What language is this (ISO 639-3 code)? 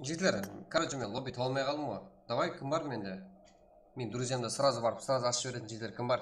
kaa